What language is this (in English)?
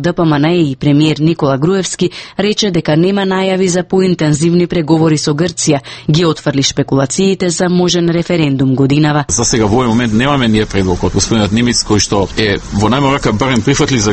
Macedonian